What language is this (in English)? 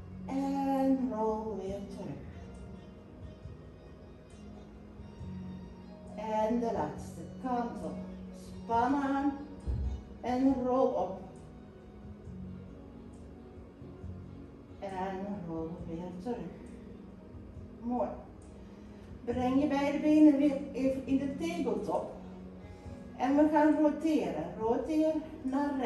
Dutch